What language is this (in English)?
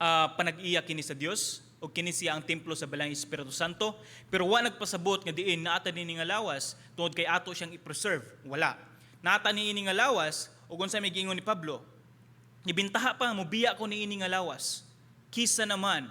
Cebuano